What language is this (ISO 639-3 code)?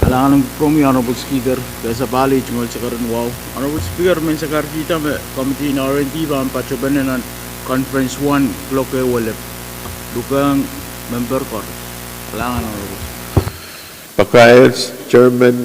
pon